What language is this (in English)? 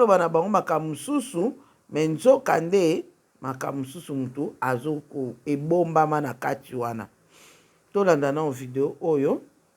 Lingala